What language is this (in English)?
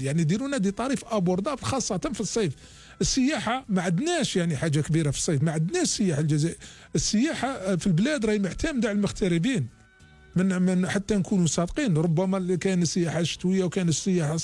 Algerian Arabic